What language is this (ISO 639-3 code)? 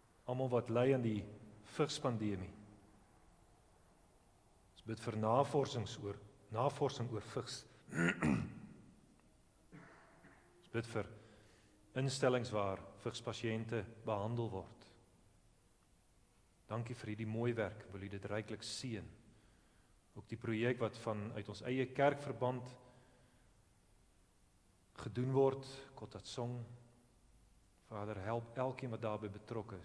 afr